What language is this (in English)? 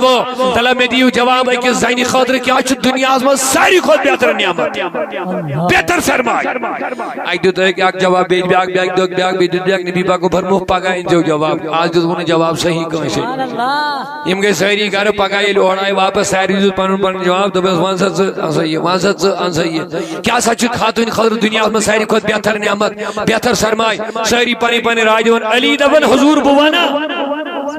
Kashmiri